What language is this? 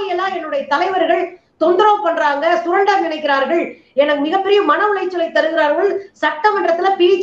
Tamil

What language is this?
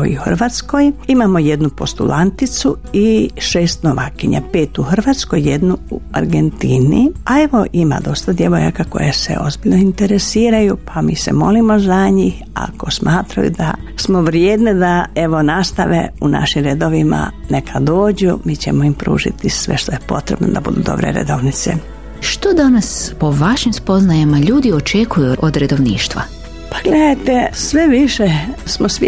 Croatian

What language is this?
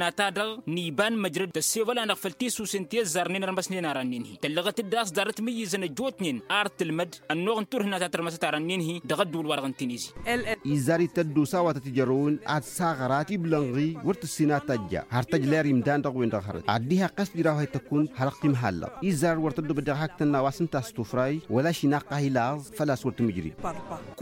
Tamasheq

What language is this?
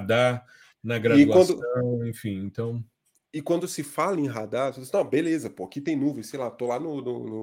Portuguese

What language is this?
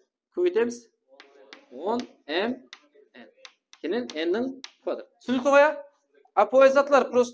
Kara-Kalpak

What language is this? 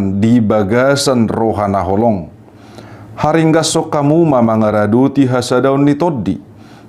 Batak Toba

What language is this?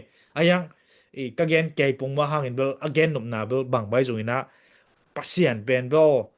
Tedim Chin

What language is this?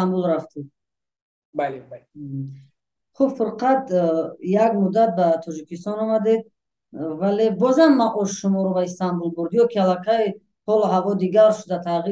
Tajik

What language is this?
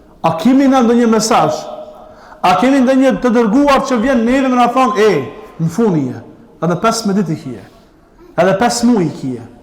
Albanian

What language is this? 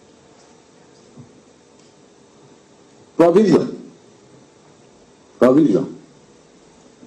Bulgarian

